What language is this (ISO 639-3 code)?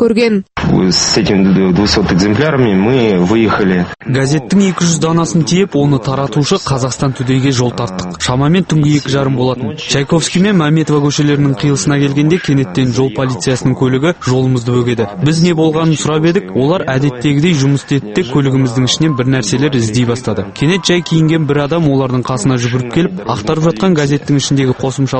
kaz